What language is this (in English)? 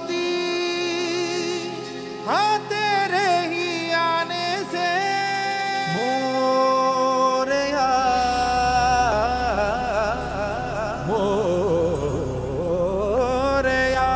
Hindi